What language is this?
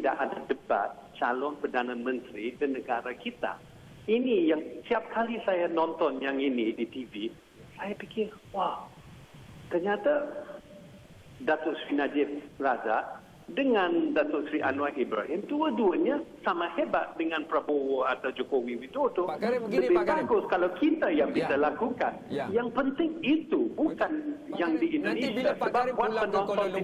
Malay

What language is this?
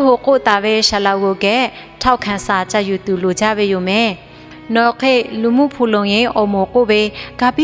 Lahu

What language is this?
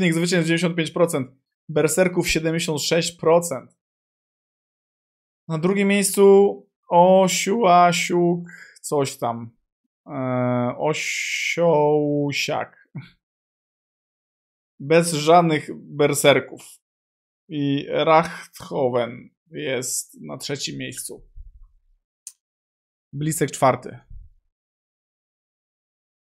Polish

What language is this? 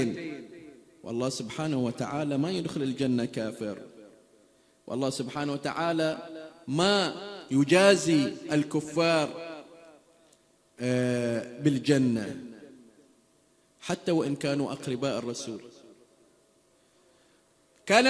Arabic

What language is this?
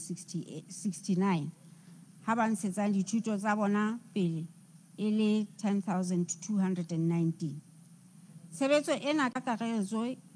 Southern Sotho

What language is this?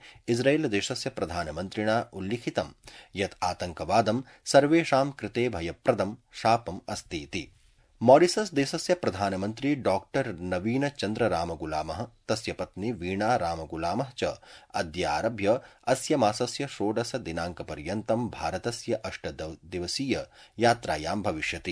Sanskrit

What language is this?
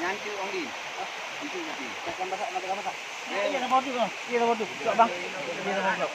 Achinese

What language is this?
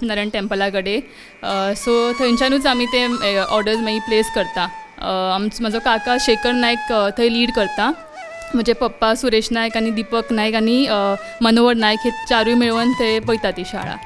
Konkani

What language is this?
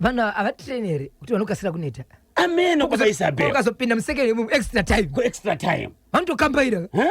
Shona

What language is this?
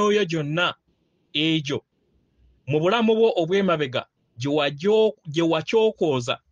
Ganda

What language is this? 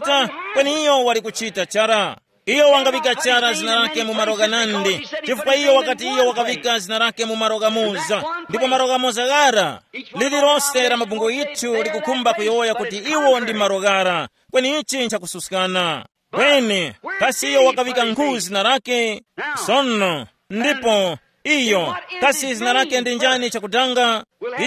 Tumbuka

